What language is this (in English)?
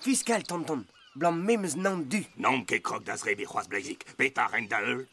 Breton